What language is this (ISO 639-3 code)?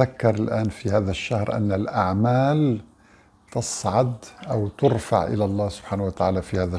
ara